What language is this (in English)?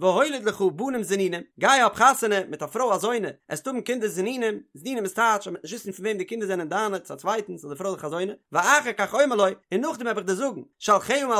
Yiddish